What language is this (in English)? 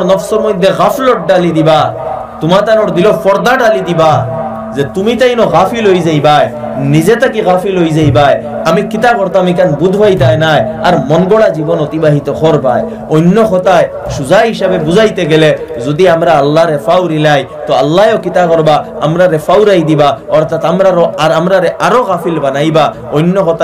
Sylheti